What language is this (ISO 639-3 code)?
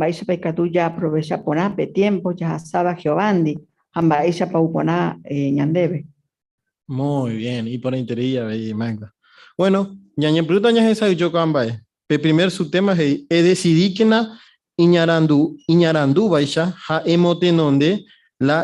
grn